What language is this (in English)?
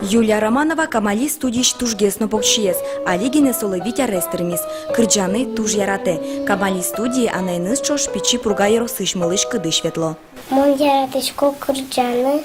Udmurt